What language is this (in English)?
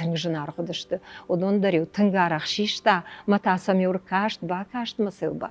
Ossetic